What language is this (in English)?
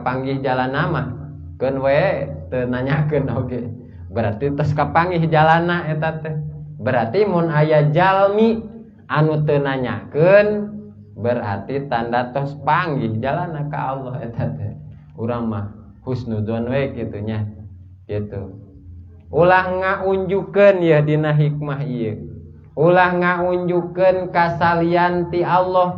Sundanese